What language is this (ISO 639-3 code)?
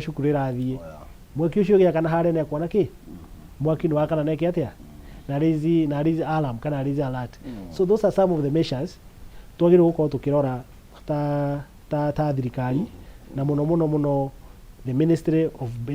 kik